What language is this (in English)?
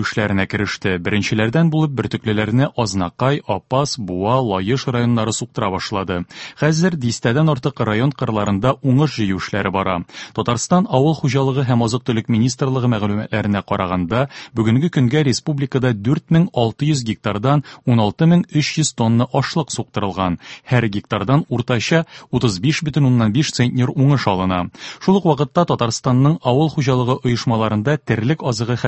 Tatar